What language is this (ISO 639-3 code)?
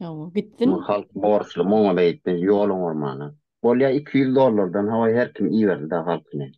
tuk